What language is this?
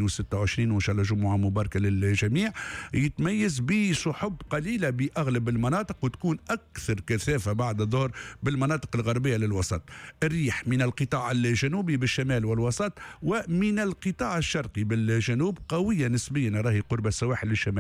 Tunisian Arabic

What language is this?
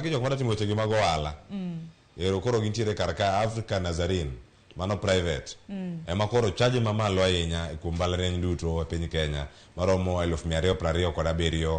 Luo (Kenya and Tanzania)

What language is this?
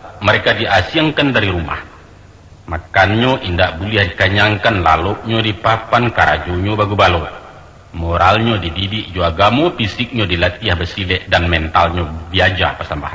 Minangkabau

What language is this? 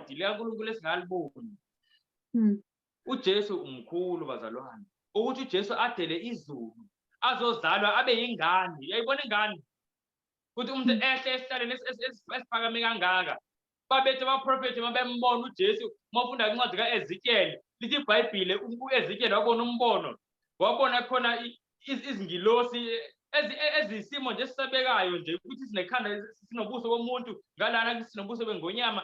Zulu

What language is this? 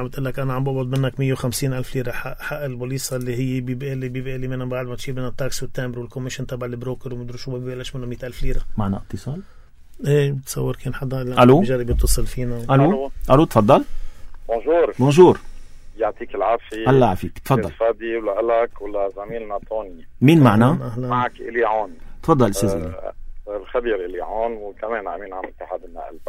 North Levantine Arabic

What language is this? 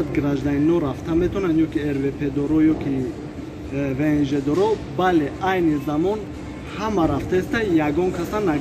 Tajik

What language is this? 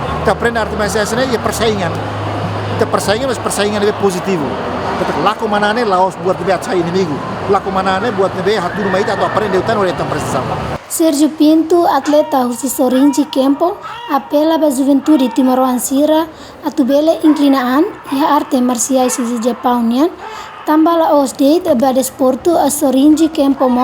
Tetum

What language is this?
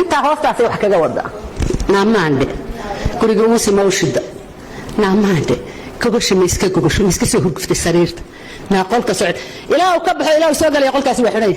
Somali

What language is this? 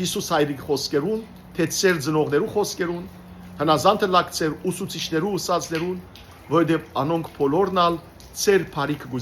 Western Armenian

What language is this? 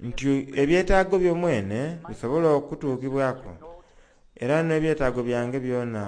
Soga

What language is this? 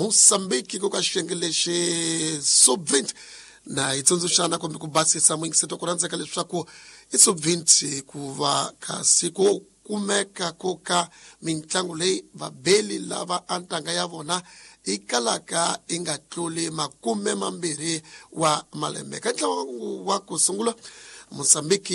Tsonga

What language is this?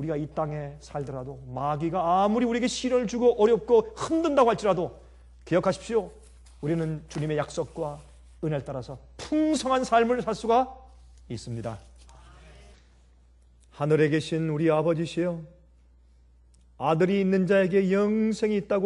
Korean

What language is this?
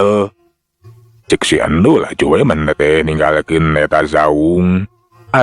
Sundanese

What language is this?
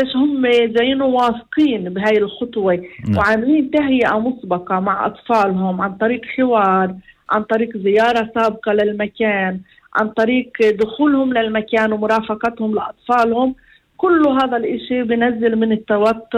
North Levantine Arabic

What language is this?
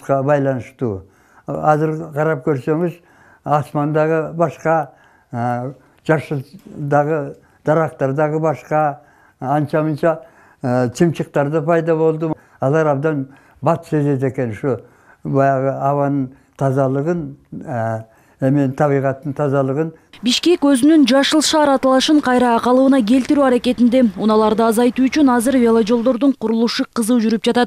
Kyrgyz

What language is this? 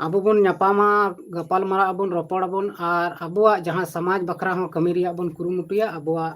Santali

